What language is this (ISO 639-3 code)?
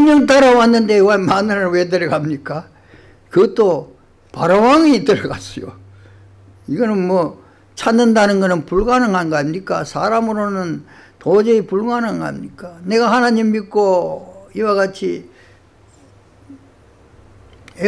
kor